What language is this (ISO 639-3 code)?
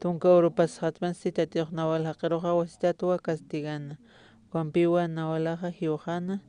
aym